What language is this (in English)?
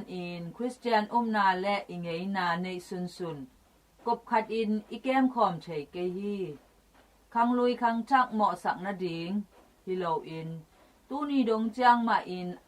Tedim Chin